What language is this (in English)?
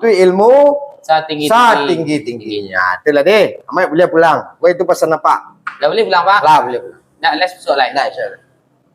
Minangkabau